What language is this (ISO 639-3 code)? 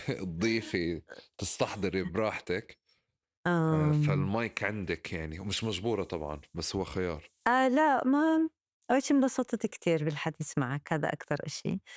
apc